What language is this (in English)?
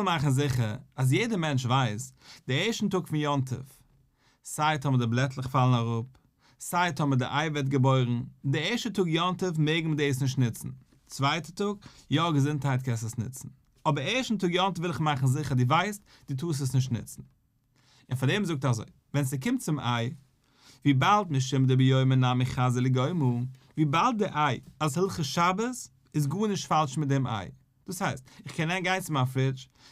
Yiddish